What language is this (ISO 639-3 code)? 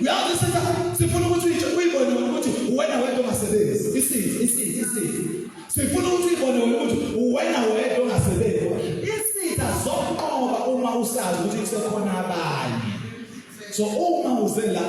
zul